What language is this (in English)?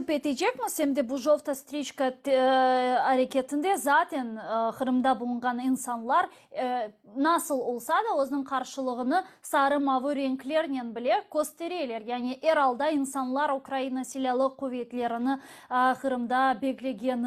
Crimean Tatar